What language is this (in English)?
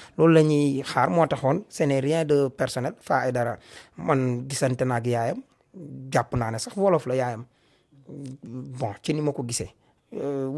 Wolof